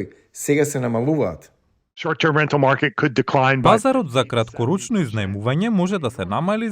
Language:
Macedonian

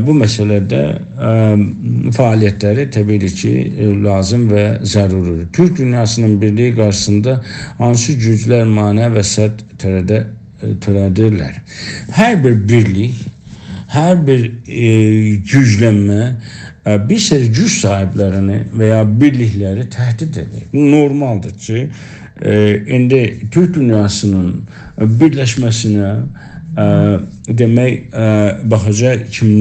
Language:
South Azerbaijani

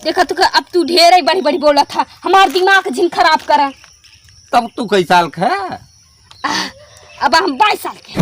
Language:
Awadhi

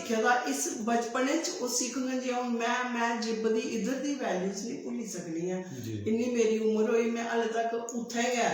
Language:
Dogri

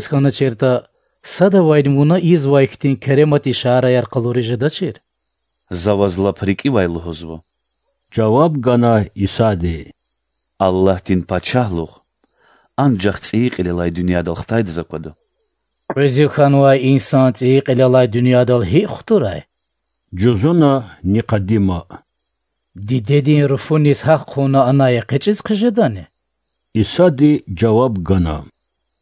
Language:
Lezghian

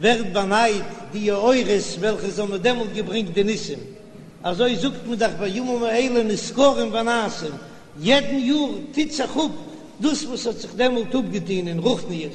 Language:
Yiddish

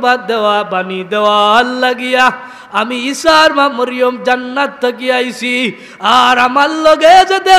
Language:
Sylheti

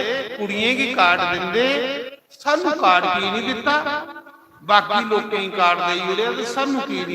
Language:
Dogri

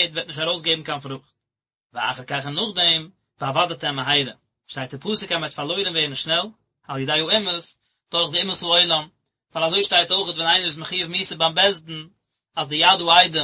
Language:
Yiddish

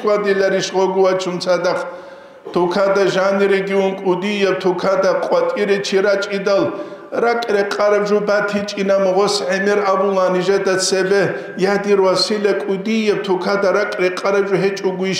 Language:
Avaric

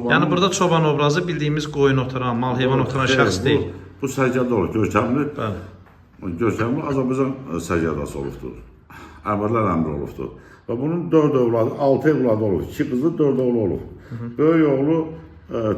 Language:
Azerbaijani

